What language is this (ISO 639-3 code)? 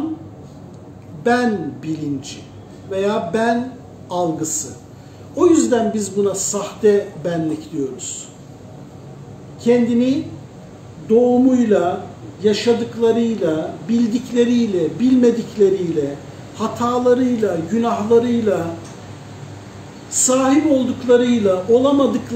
tur